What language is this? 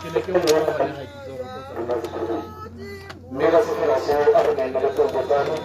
Tswana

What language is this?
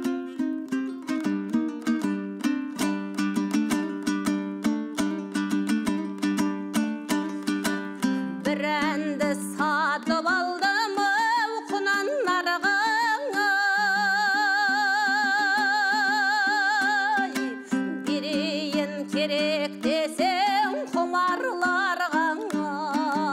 Kazakh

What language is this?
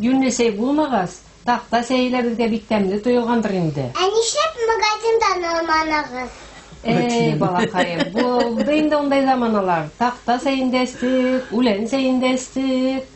Bashkir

